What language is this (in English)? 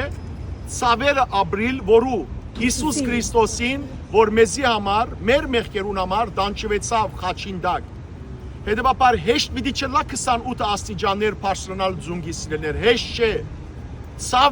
Western Armenian